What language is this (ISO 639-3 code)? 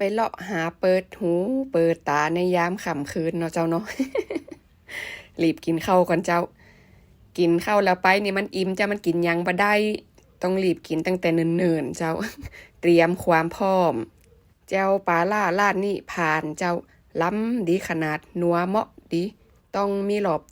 lao